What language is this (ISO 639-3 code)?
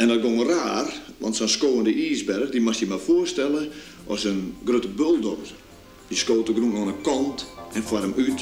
fry